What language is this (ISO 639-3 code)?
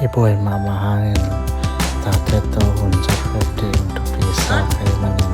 ctd